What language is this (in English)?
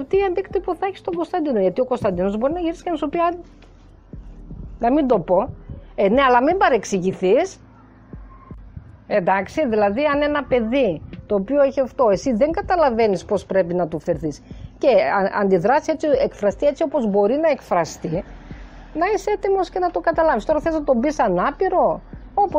Greek